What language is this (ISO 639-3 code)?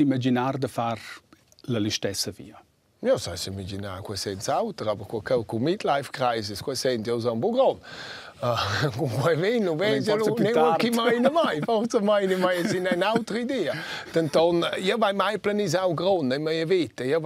roh